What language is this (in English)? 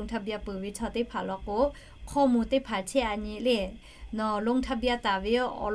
Lahu